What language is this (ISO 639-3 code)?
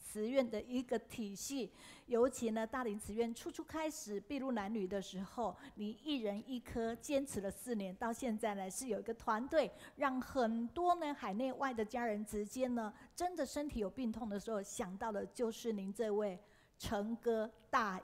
zho